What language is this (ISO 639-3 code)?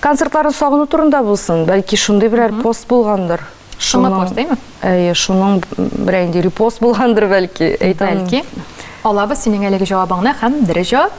tat